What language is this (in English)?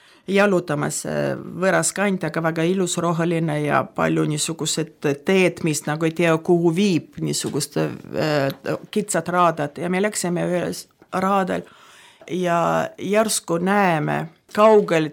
Estonian